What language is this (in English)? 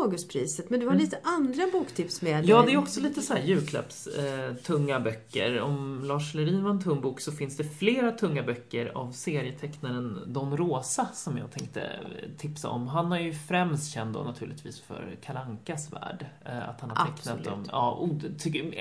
Swedish